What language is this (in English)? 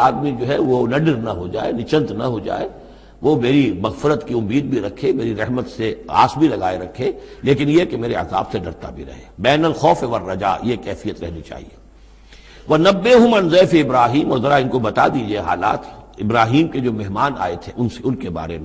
Urdu